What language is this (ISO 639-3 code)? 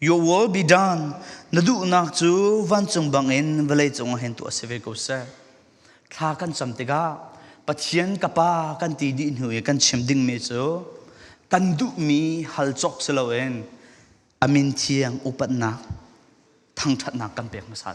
cfm